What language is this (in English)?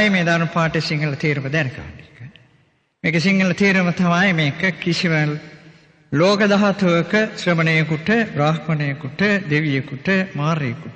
Sinhala